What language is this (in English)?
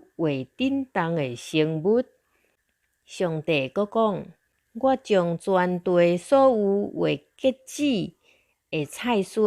Min Nan Chinese